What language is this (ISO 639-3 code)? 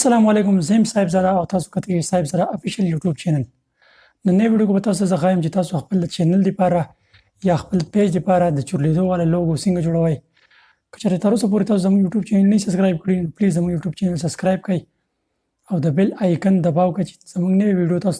pus